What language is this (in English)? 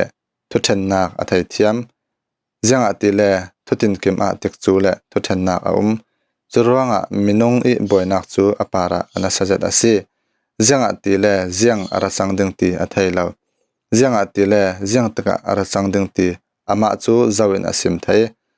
Falam Chin